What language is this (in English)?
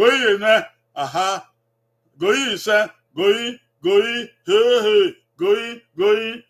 Bini